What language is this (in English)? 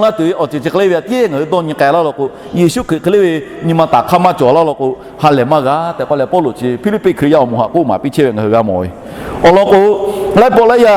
Lahu